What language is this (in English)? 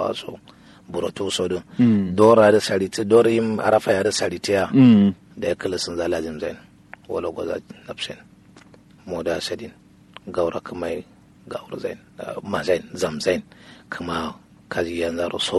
Kanuri